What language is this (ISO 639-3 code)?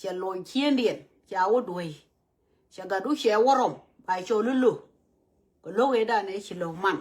nus